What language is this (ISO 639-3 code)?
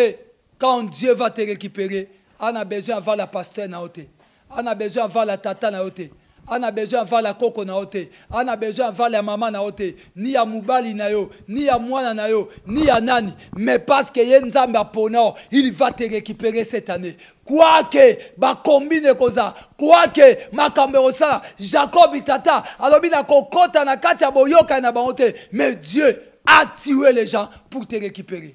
lin